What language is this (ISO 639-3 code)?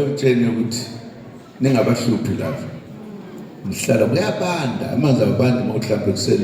zul